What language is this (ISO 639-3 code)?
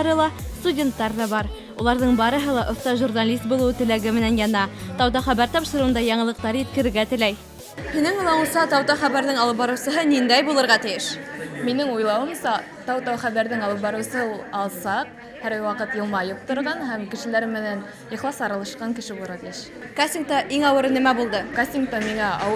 bak